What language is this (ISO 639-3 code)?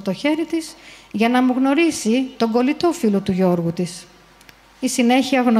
ell